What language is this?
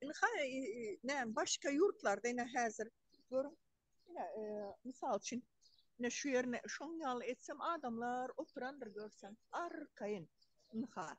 Turkmen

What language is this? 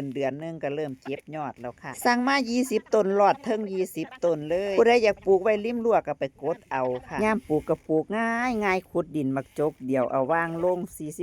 Northeastern Thai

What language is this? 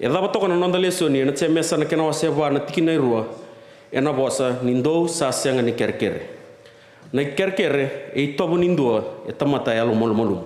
Fijian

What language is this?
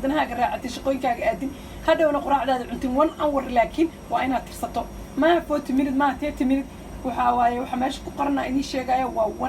Somali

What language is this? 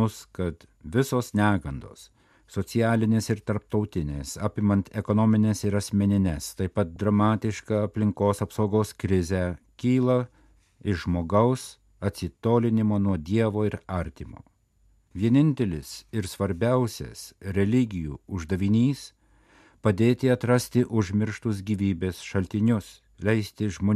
Lithuanian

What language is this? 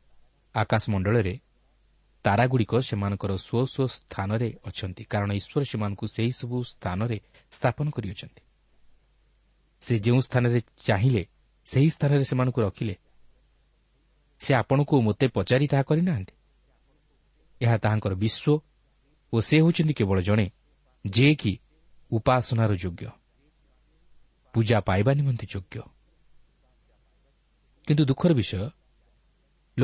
Odia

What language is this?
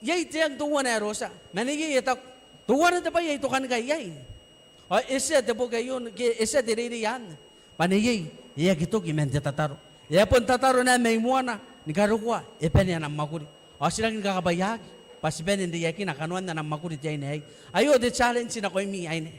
Gilbertese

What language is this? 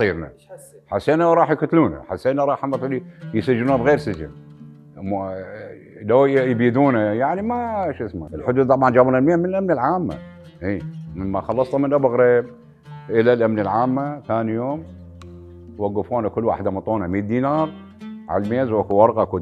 Mesopotamian Arabic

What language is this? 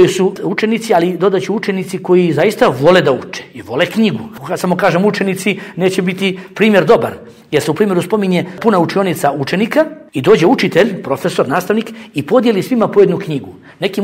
Bosnian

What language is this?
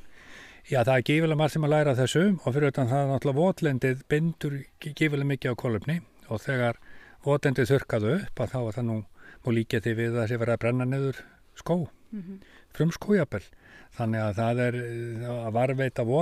Icelandic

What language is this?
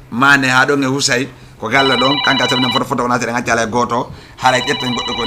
Fula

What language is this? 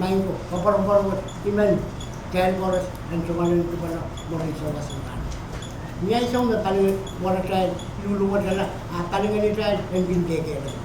Pohnpeian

